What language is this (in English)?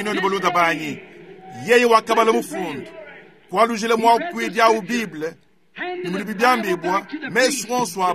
Luba-Lulua